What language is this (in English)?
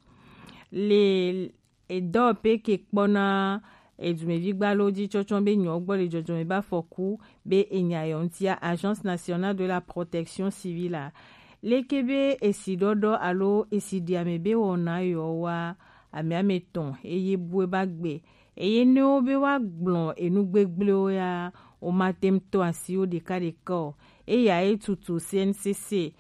Gen